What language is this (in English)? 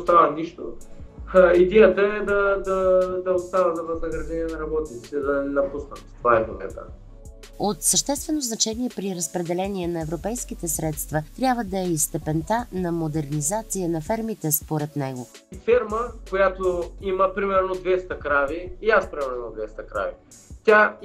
Bulgarian